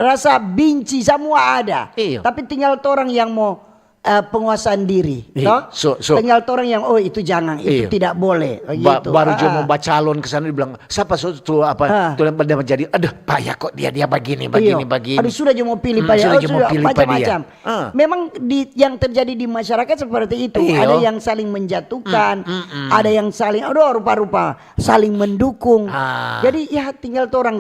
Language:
Manado Malay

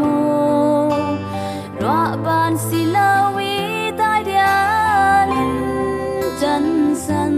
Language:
Falam Chin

